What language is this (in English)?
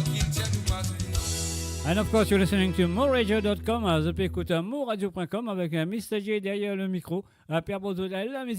Morisyen